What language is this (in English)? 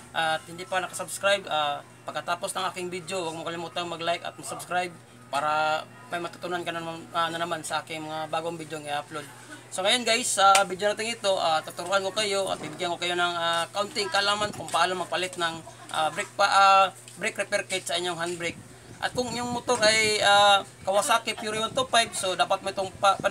Filipino